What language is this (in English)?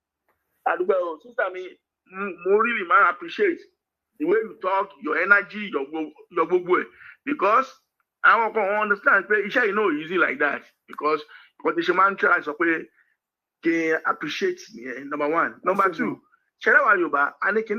Yoruba